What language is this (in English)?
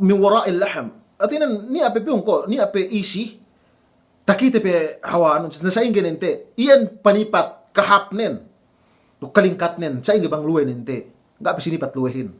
Yakan